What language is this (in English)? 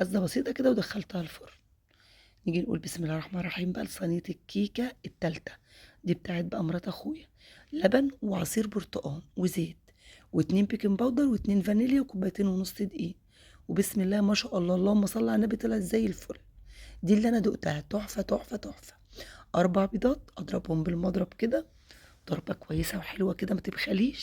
Egyptian Arabic